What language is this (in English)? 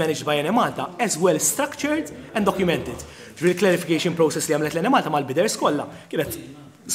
Maltese